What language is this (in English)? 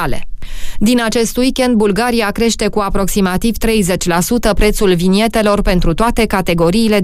Romanian